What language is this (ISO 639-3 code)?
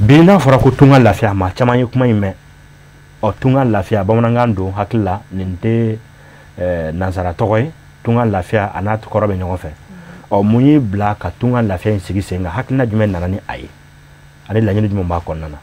bam